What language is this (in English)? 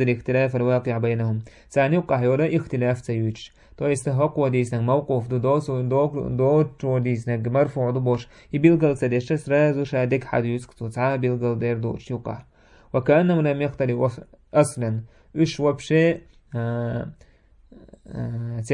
Chechen